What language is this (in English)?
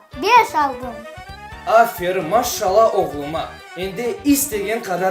Crimean Tatar